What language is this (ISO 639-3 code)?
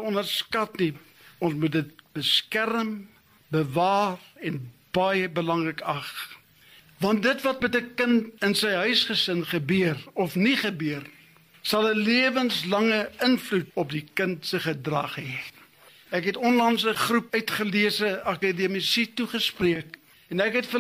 afr